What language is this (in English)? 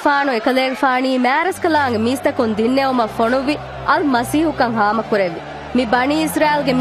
Divehi